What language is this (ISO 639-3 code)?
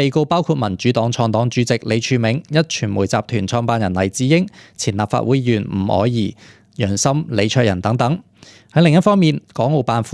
yue